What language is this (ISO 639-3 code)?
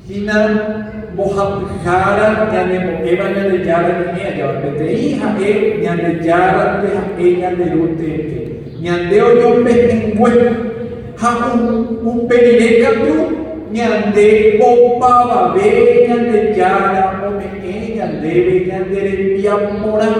grn